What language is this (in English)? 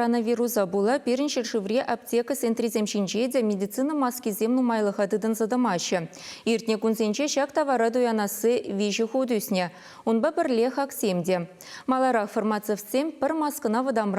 Chuvash